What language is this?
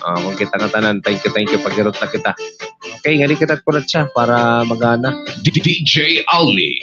Waray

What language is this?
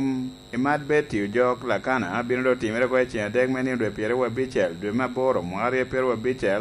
Lango (Uganda)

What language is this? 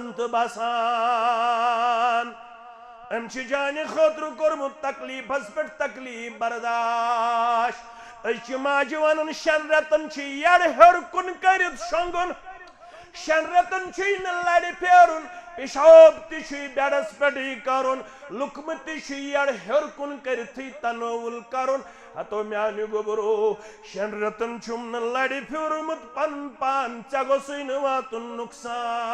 Kashmiri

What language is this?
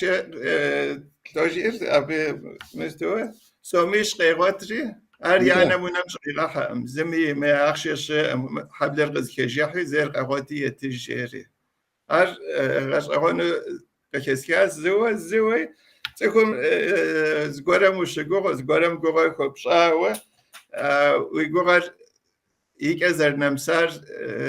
Kabardian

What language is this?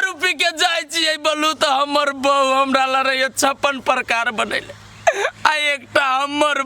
Maithili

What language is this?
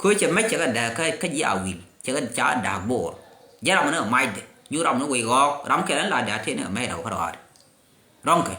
Nuer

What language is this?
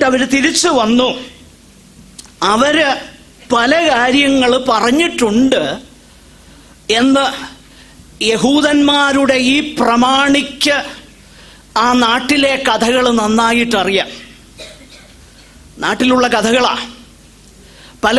Malayalam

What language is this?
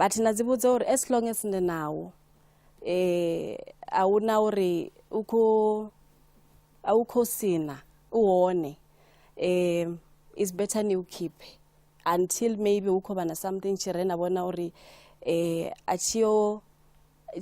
Venda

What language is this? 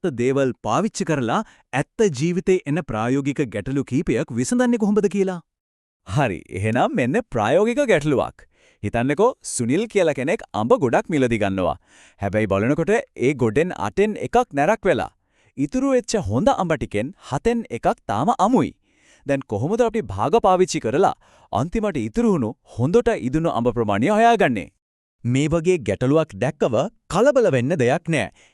Sinhala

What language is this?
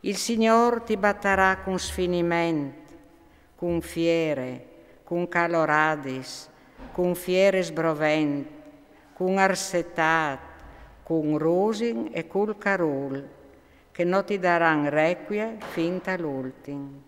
Friulian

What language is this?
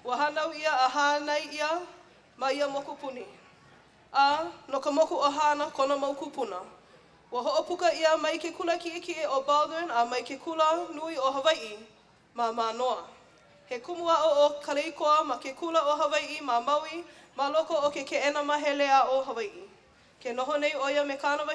Hawaiian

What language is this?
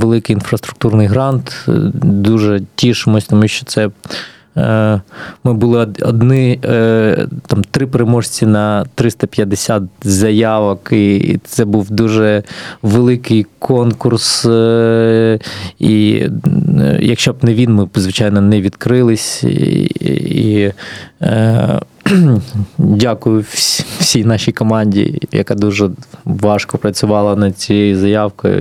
Ukrainian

